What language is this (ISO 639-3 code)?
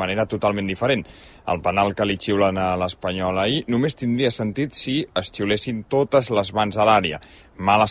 cat